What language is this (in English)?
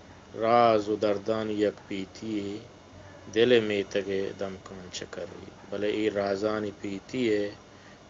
Eastern Balochi